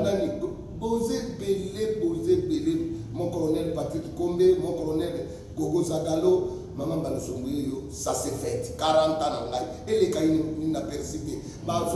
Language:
Lingala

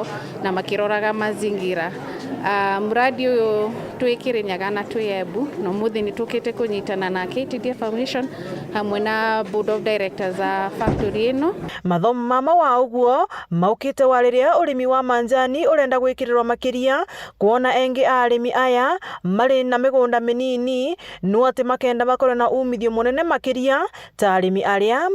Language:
Meru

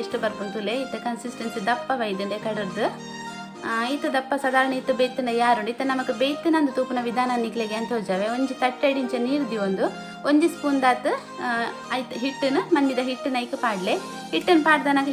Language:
Tulu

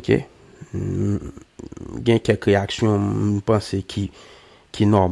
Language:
Haitian Creole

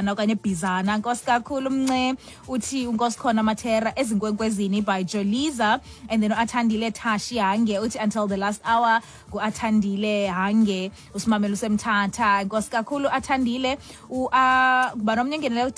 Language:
Xhosa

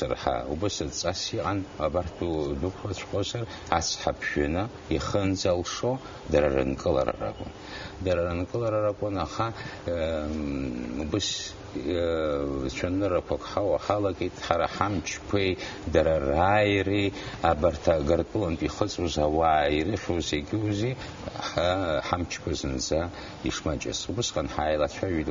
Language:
Abkhazian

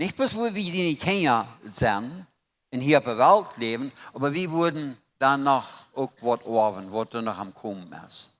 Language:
Plautdietsch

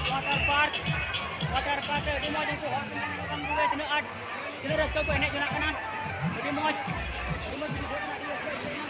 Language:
Santali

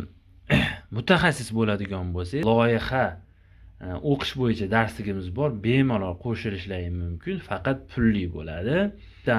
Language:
Uzbek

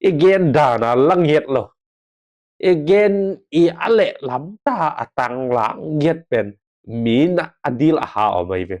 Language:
Tedim Chin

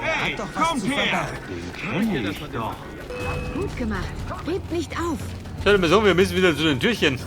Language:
Bavarian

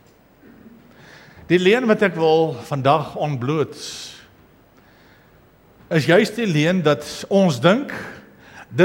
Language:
Afrikaans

